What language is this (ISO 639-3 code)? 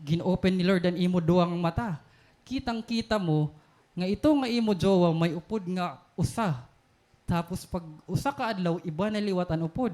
war